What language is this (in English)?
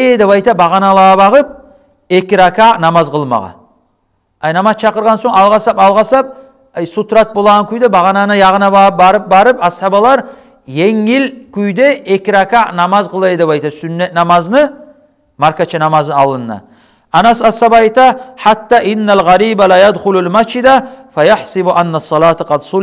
Kumyk